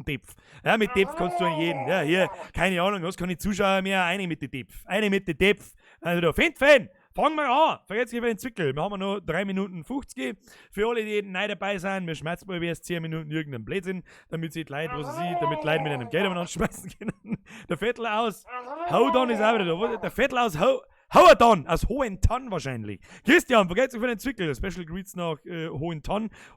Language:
Bavarian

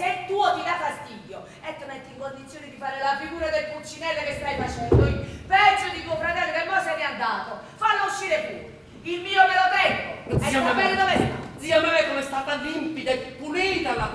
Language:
Neapolitan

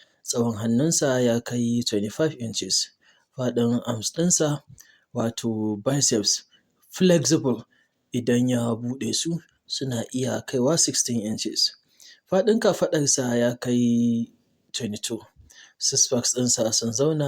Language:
Hausa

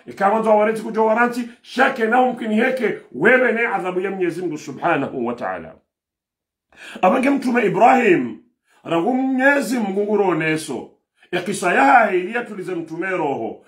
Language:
Swahili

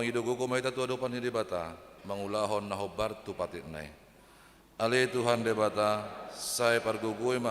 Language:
Batak Toba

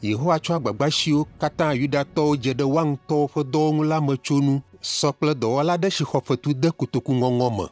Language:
Ewe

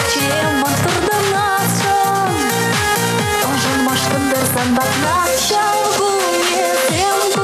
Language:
Chuvash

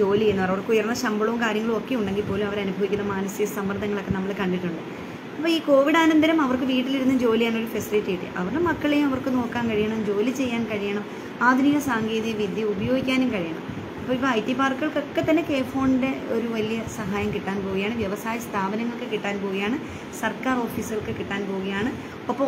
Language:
Malayalam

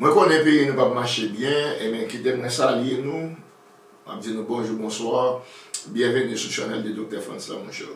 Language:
Haitian Creole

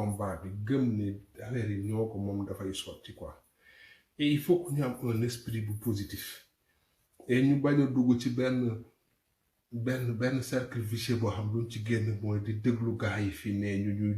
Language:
Wolof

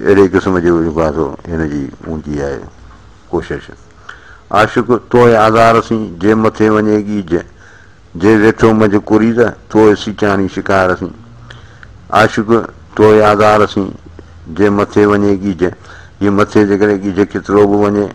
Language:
Sindhi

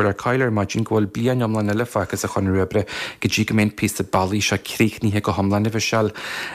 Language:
Irish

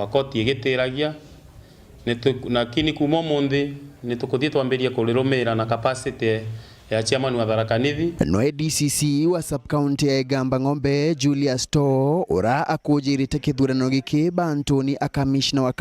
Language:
Meru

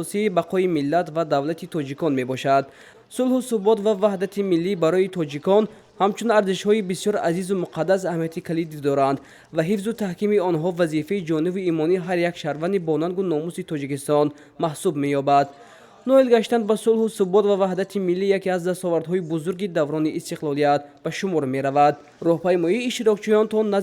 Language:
Tajik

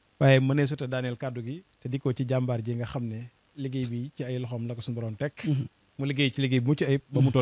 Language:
Wolof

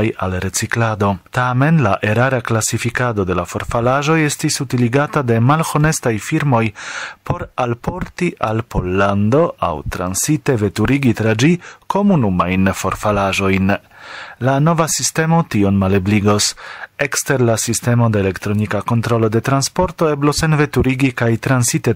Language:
Esperanto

